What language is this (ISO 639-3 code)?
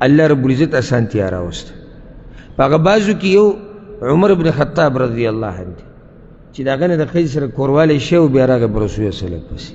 pus